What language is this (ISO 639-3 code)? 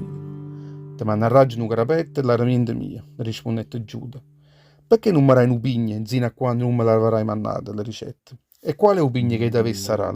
nap